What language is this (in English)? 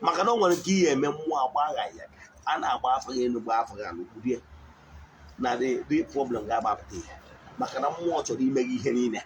Igbo